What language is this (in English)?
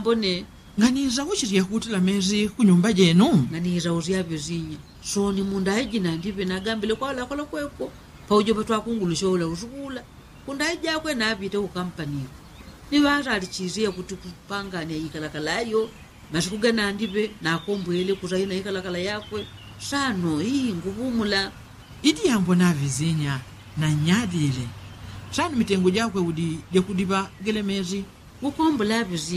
Yao